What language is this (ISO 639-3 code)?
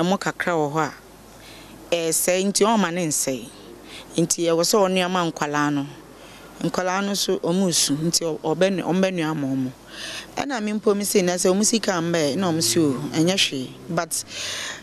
aka